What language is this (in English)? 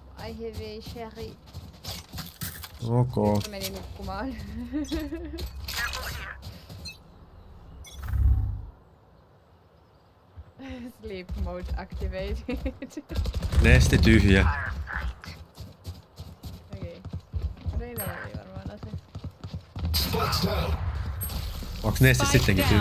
Finnish